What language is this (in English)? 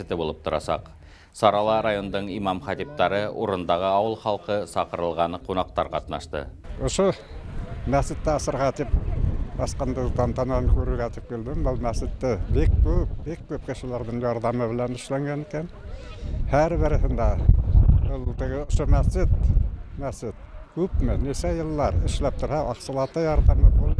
Bashkir